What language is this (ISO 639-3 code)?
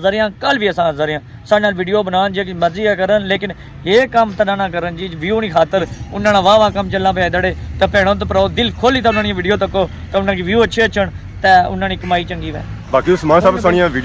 phr